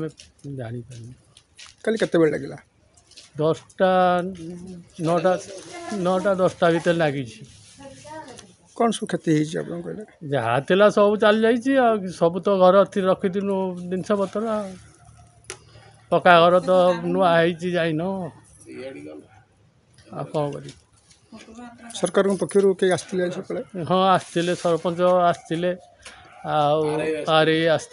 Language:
Odia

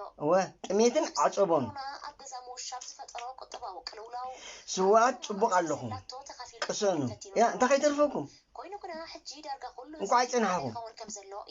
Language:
Tigrinya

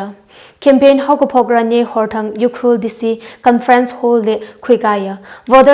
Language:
Tangkhul Naga (India)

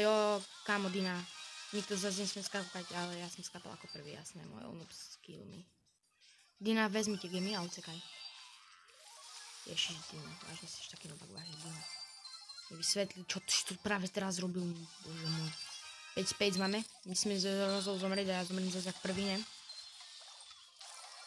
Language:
Slovak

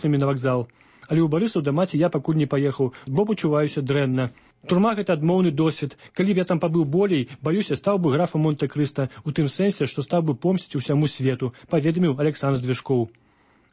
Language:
Belarusian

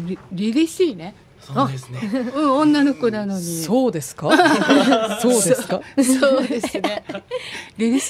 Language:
Japanese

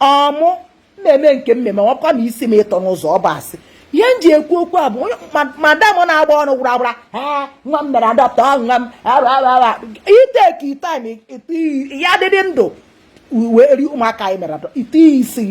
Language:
Igbo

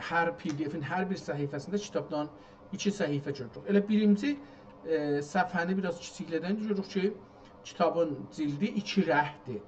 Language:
South Azerbaijani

